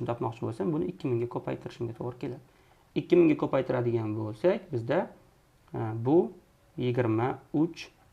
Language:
Uzbek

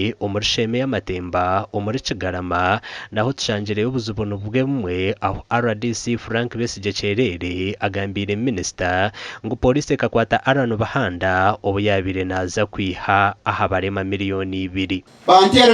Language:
Nyankole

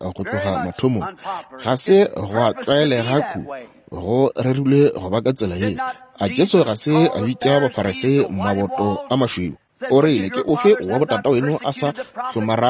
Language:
Northern Sotho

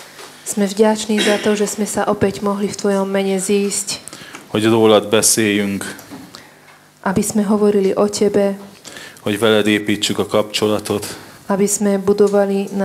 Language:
Slovak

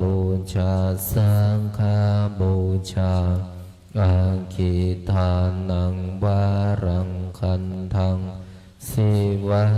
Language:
Pali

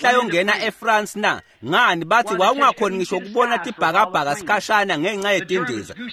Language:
Swati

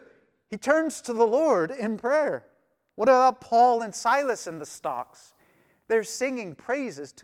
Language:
English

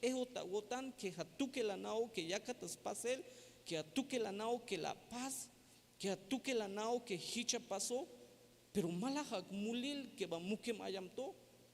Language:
Tzeltal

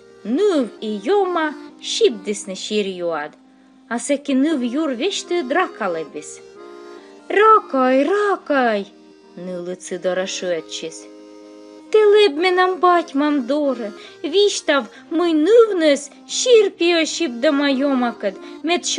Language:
Komi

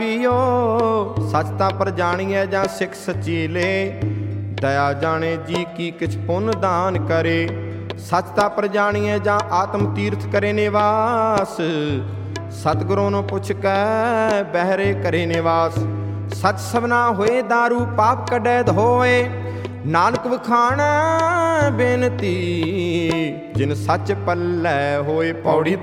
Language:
Punjabi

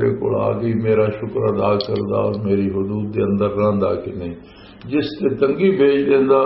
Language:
Western Panjabi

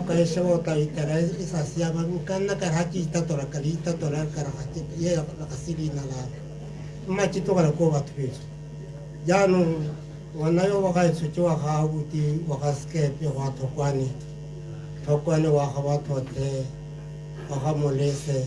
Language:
Tswana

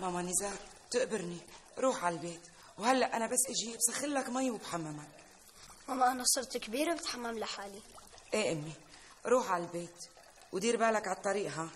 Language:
North Levantine Arabic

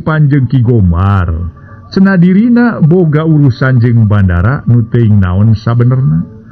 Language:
Sundanese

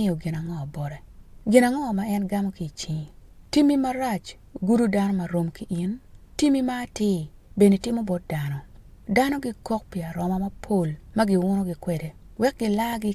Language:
Acoli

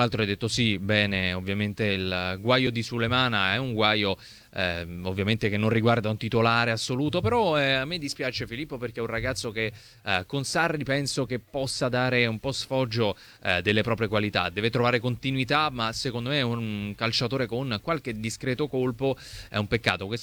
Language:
Italian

